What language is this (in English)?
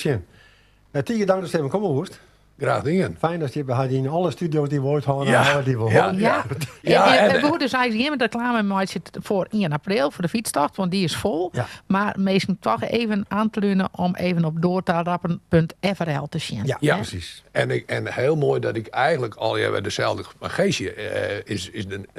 Western Frisian